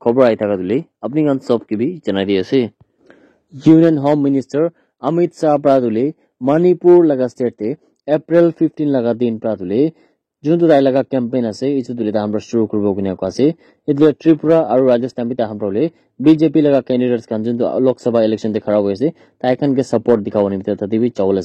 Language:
Naga Pidgin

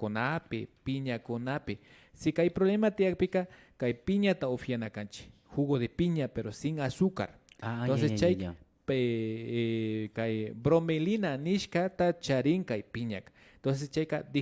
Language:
Imbabura Highland Quichua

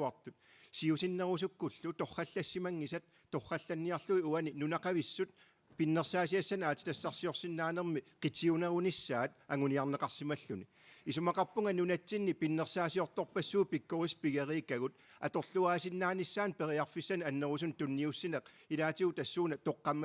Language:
Kalaallisut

